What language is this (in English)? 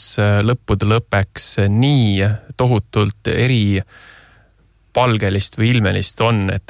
Estonian